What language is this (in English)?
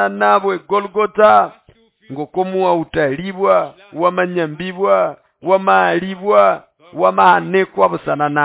Nande